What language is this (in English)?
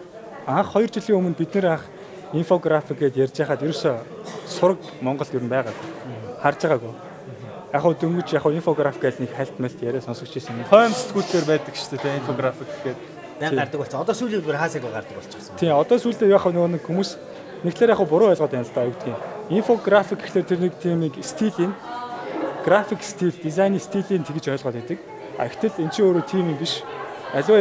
Mongolian